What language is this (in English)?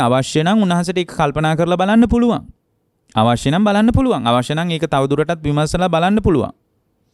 Sinhala